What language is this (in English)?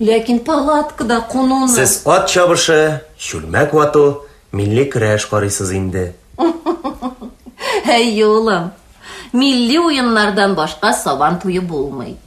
Tatar